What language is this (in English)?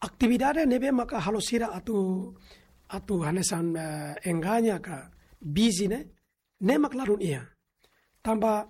Tetum